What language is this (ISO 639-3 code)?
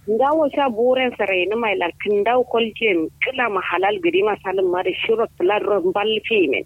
kau